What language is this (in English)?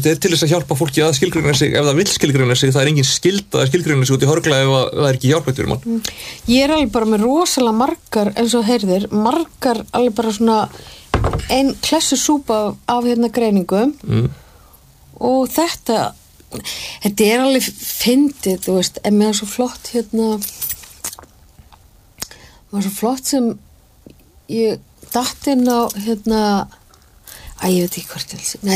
Icelandic